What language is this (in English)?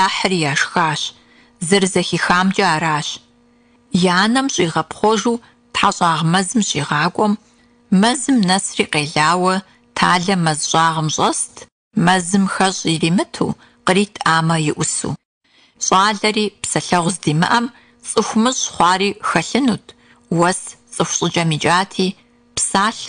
Kabardian